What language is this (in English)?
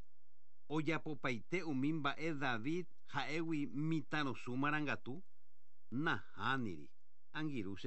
Guarani